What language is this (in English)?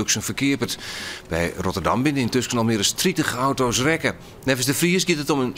Western Frisian